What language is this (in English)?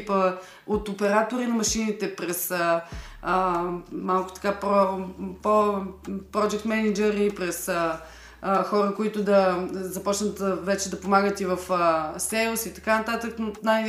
Bulgarian